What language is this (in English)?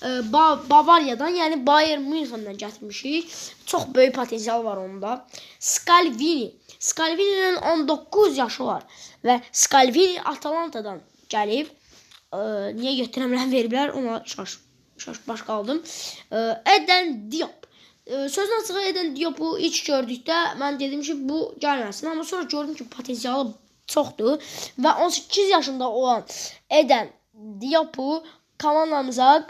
Azerbaijani